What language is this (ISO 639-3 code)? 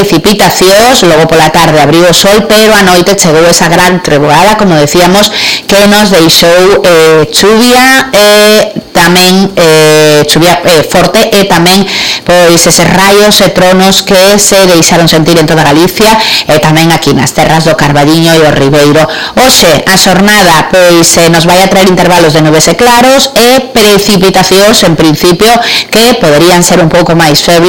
glg